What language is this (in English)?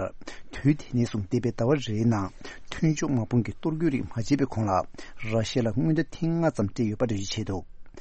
Tibetan